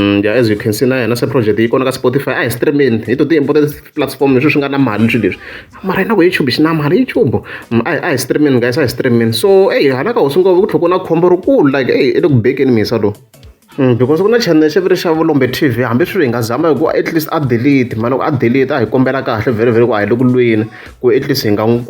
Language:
Tsonga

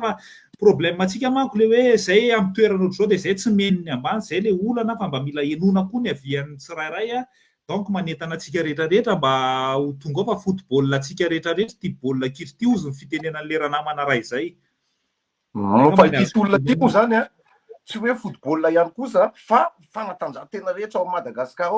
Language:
Malagasy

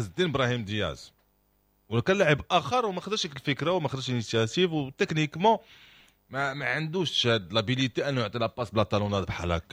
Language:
Moroccan Arabic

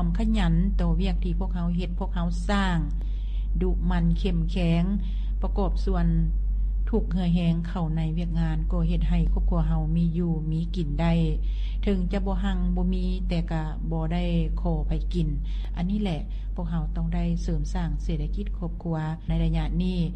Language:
Lao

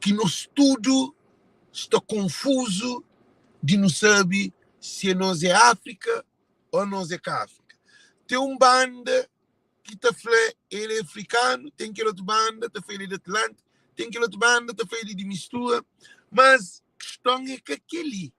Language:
Kabuverdianu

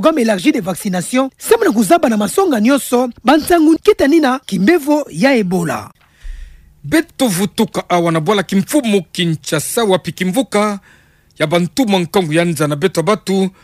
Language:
Kituba (Democratic Republic of Congo)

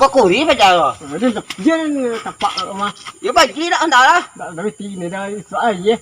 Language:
Minangkabau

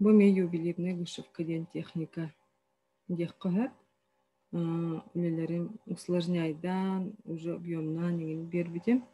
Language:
Yakut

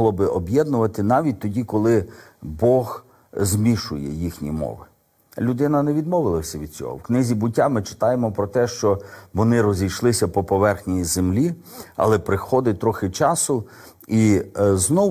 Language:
Ukrainian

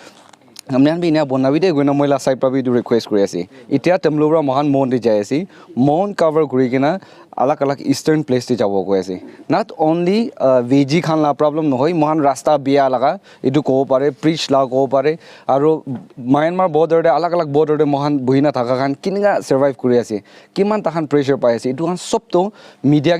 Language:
Naga Pidgin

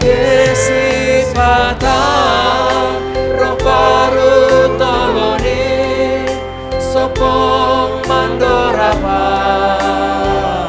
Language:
Batak Simalungun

